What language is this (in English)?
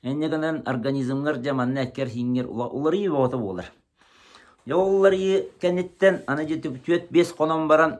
Yakut